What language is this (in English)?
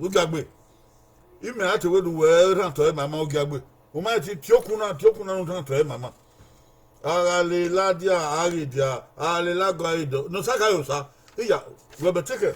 Bini